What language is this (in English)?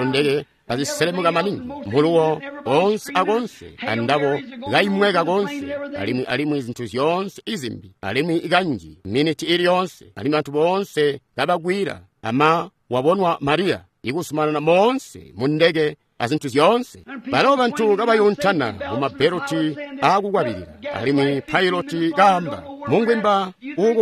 Tonga (Zambia)